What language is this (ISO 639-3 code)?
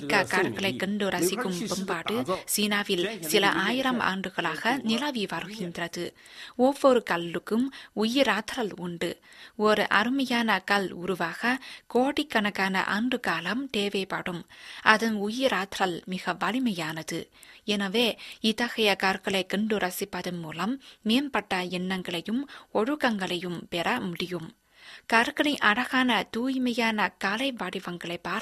tam